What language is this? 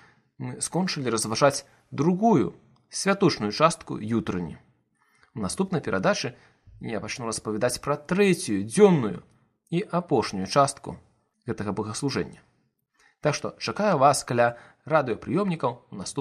Belarusian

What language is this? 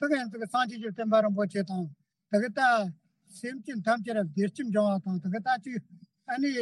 Tibetan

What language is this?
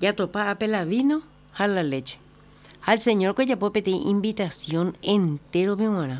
Guarani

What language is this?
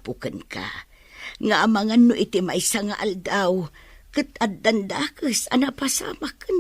Iloko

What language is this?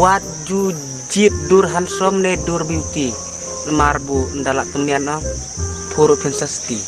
Khasi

